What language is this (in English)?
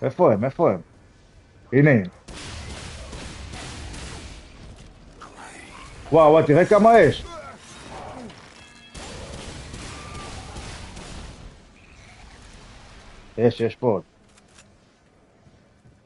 Hebrew